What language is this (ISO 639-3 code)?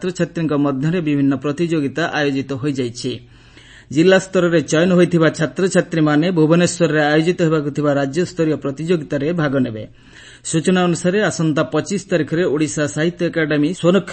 ori